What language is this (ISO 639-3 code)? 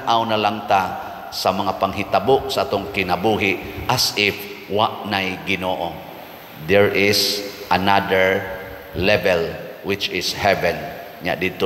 ceb